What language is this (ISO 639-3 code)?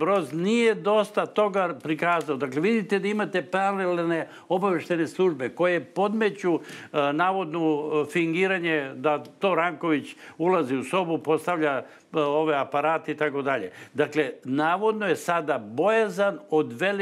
srp